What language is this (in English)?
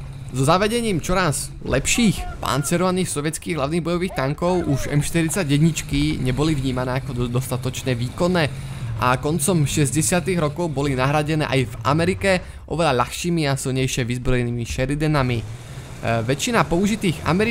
Slovak